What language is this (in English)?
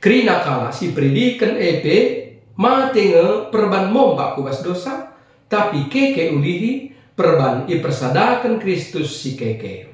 Batak Karo